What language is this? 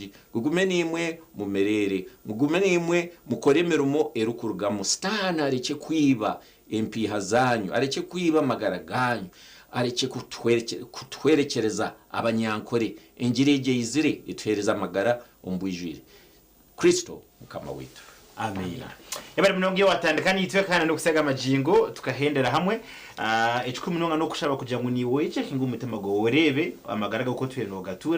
Nyankole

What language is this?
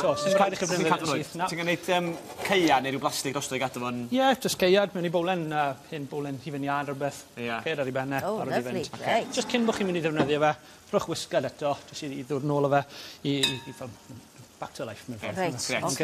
Welsh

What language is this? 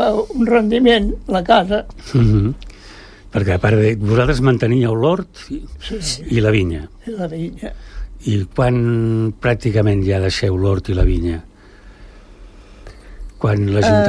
Catalan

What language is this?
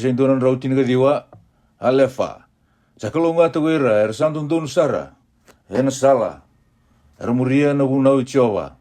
Fijian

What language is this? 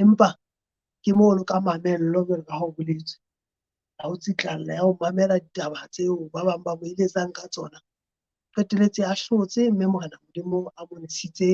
Southern Sotho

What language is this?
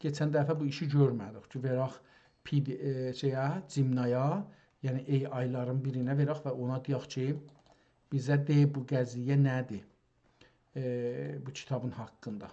South Azerbaijani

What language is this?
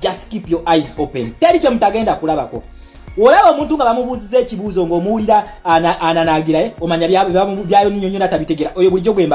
Ganda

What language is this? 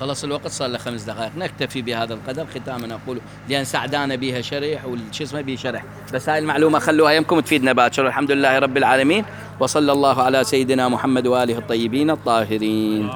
Mesopotamian Arabic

